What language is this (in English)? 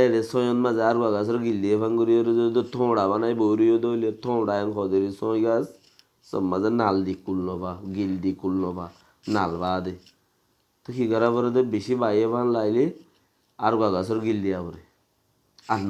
Rohingya